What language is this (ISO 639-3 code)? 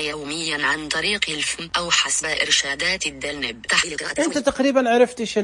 ars